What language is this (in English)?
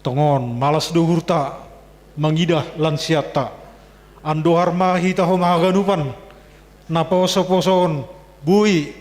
Batak Simalungun